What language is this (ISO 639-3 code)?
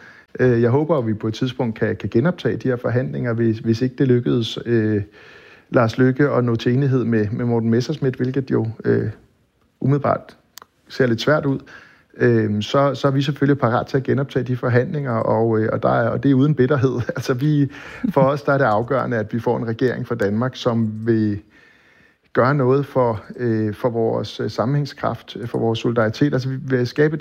dan